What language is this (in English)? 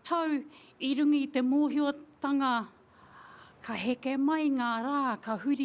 Māori